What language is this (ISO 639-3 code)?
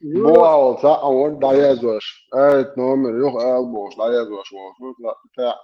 che